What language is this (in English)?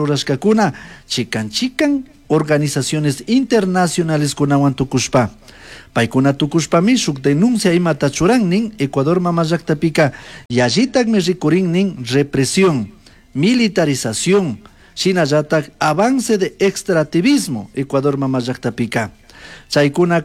Chimborazo Highland Quichua